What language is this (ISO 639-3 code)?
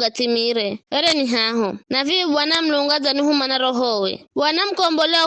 nyf